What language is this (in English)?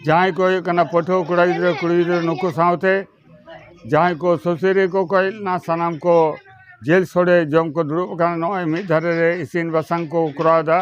Santali